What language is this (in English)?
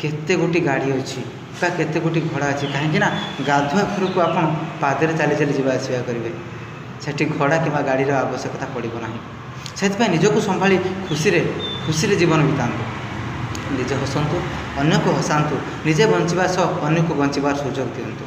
Odia